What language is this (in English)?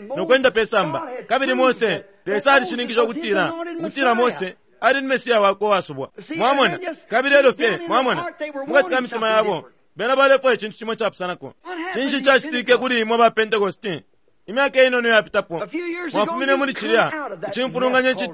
Bemba